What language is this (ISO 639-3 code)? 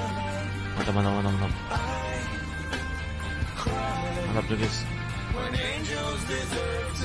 msa